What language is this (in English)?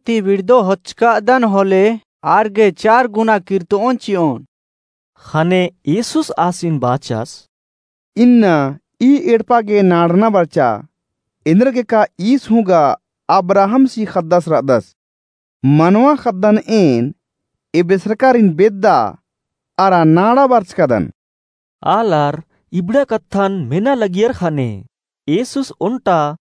Kurukh